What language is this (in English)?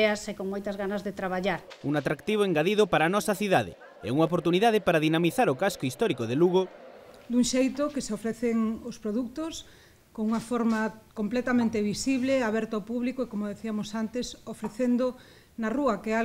Galician